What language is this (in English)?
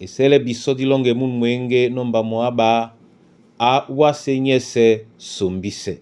Duala